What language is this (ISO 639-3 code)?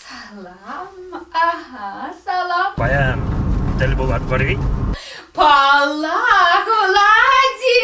chv